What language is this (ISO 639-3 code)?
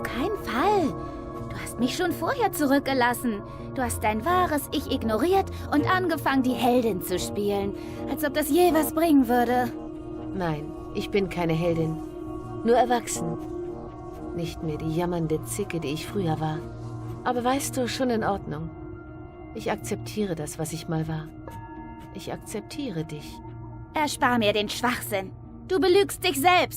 gsw